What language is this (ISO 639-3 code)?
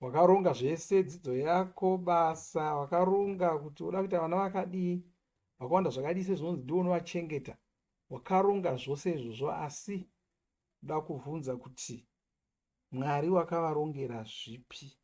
sna